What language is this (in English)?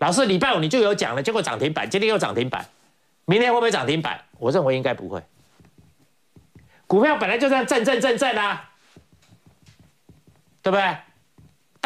Chinese